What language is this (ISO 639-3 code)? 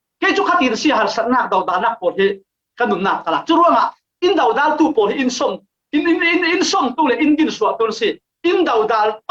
cfm